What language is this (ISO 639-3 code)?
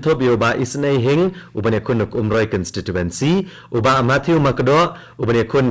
kha